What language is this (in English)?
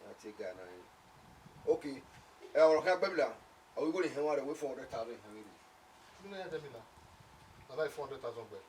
Bini